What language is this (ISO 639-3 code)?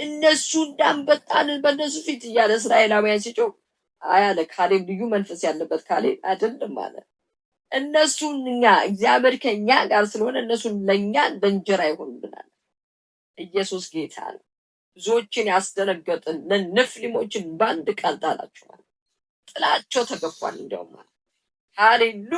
amh